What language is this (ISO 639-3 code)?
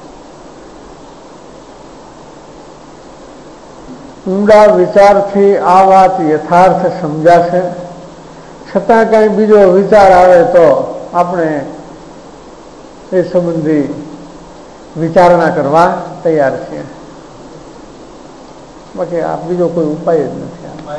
guj